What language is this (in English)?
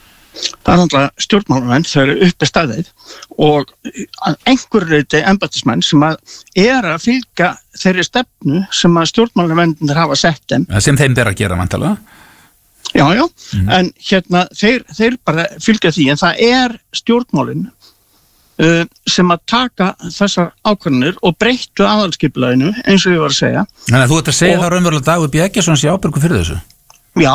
Icelandic